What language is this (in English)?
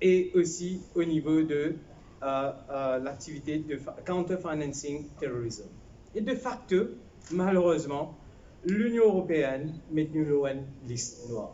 Morisyen